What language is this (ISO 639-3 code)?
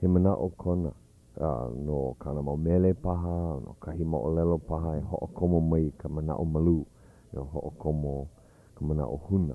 haw